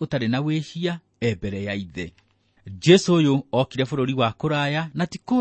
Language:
Kikuyu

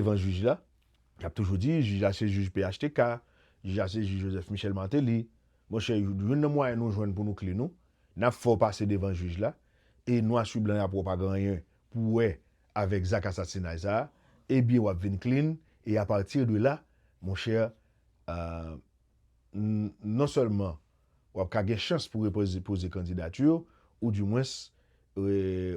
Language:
Haitian Creole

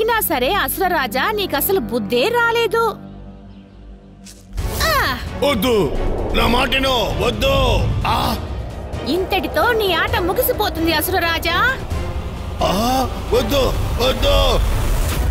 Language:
Telugu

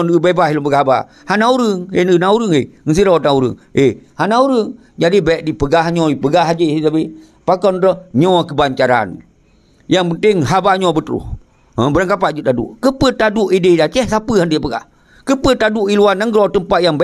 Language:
Achinese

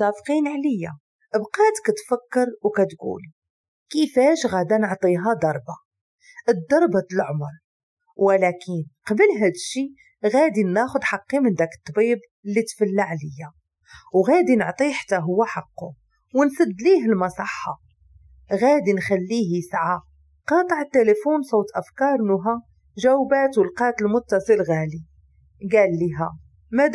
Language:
Moroccan Arabic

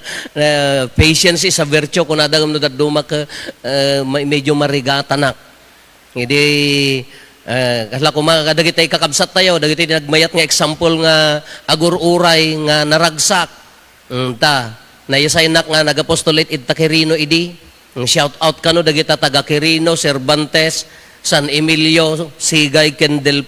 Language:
Iloko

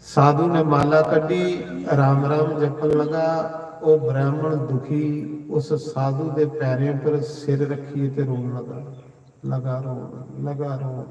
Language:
Dogri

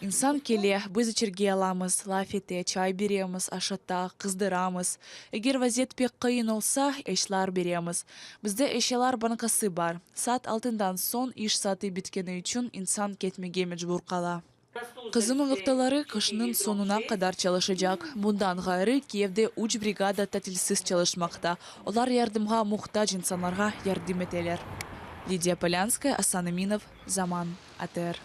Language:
Crimean Tatar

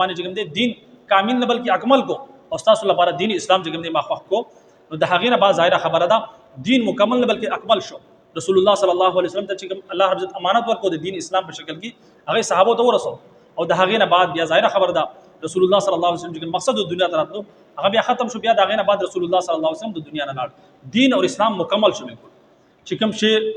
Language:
Pashto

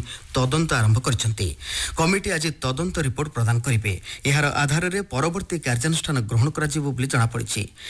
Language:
Odia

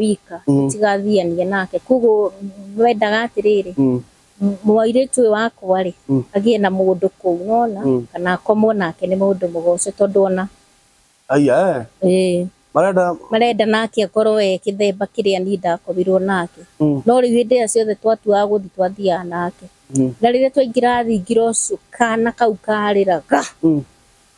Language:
Kikuyu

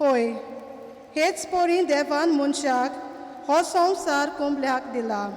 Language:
Konkani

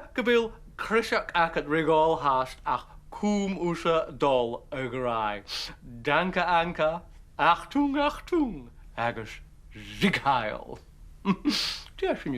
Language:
Scottish Gaelic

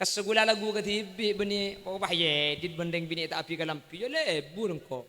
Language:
Madurese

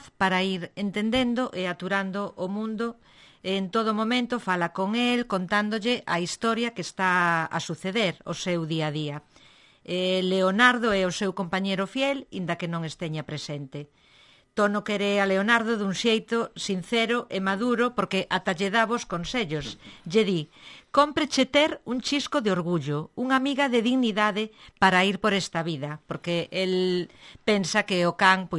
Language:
Galician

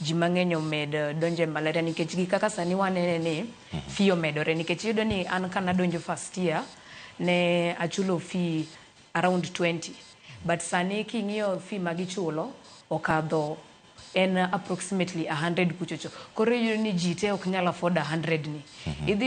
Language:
Luo (Kenya and Tanzania)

